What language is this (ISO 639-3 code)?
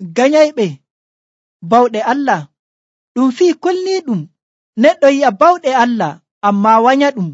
fuv